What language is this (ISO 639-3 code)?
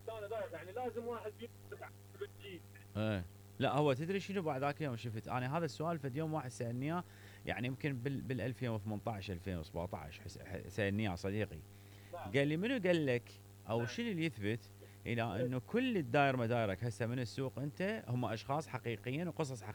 acm